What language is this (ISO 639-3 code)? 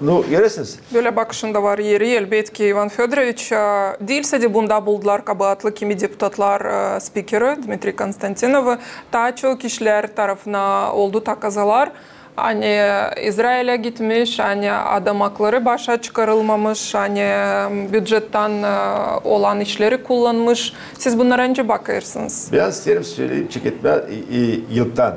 gag